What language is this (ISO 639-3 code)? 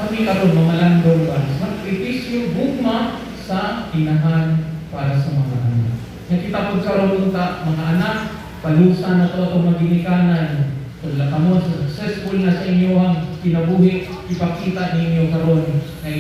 ceb